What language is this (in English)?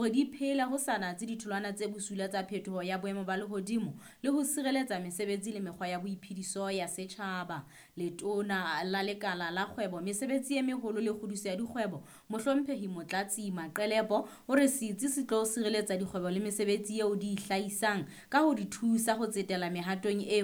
Southern Sotho